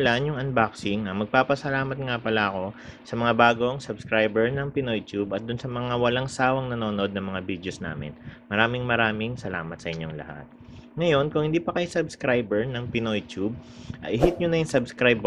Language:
Filipino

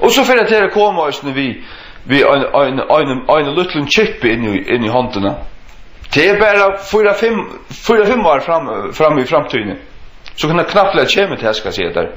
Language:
Faroese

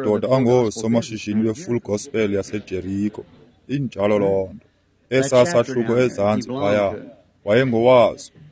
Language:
Xhosa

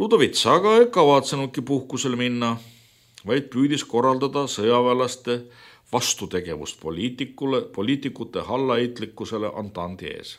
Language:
Estonian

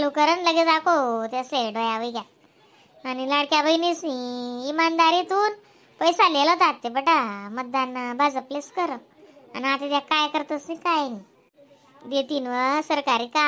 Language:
Khandesi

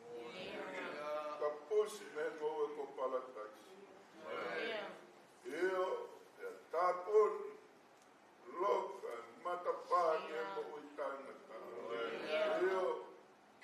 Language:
Tongan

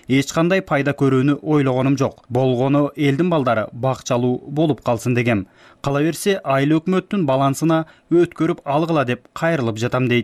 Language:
Kyrgyz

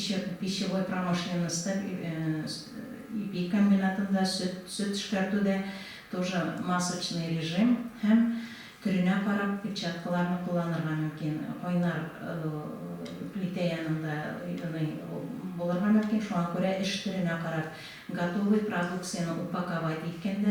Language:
Tatar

